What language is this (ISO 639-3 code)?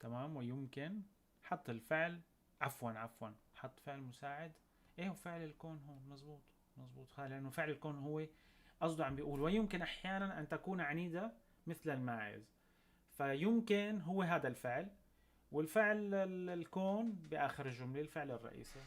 apc